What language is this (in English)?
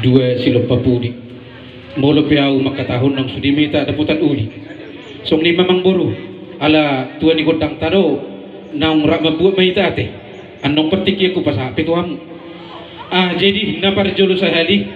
Batak Toba